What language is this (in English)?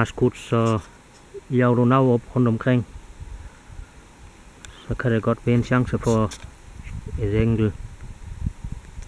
Danish